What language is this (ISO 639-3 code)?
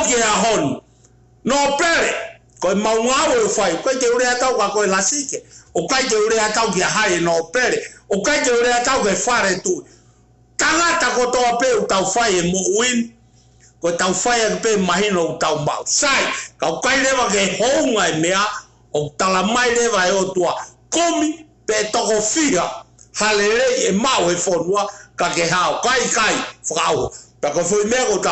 ton